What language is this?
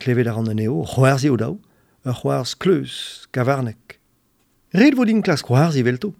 Breton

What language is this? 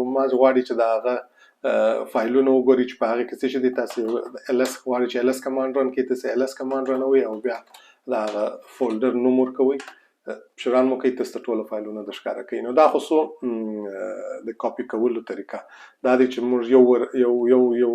Pashto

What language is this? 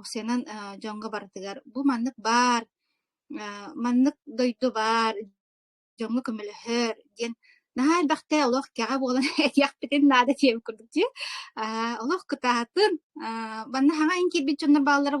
Yakut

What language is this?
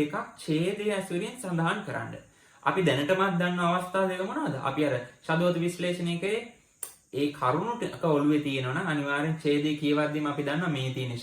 Sinhala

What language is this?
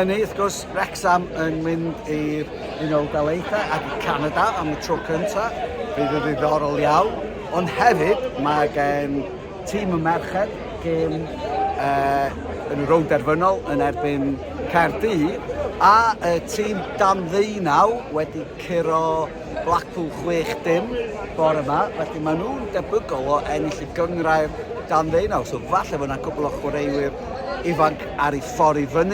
Welsh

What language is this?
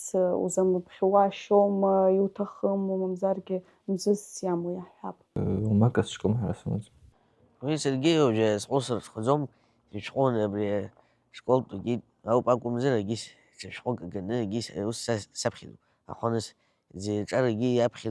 Abkhazian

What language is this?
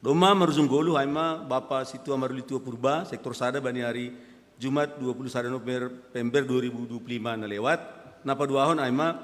Batak Simalungun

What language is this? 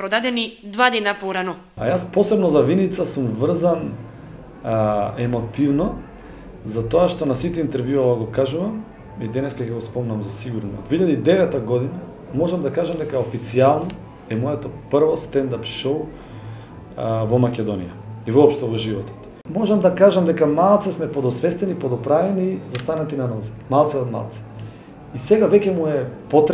Macedonian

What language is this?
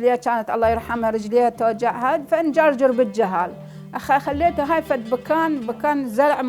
Mesopotamian Arabic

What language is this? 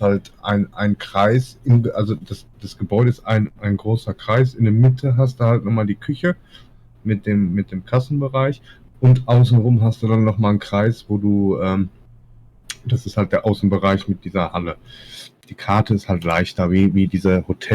Swiss German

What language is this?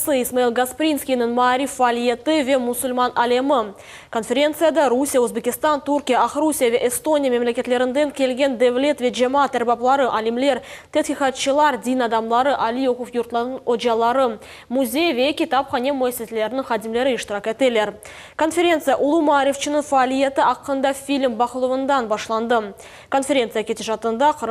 Crimean Tatar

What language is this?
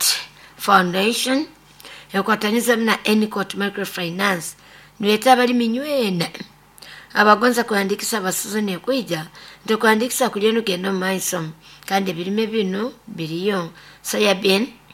Nyoro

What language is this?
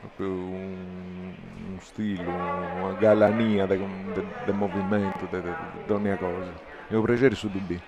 Sardinian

